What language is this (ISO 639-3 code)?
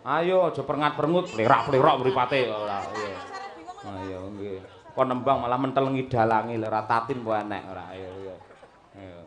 jav